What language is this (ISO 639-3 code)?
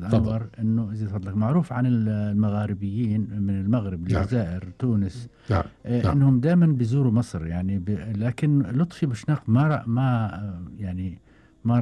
afb